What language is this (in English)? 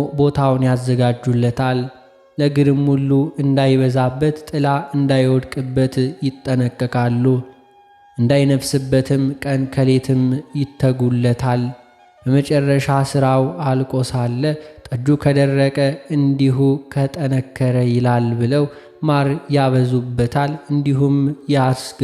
Amharic